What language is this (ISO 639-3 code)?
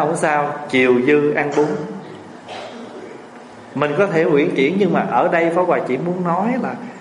vie